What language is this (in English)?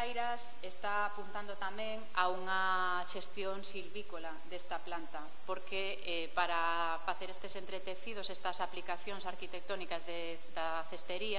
Galician